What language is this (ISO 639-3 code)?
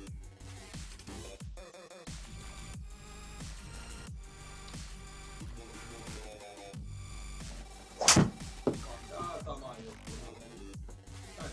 fin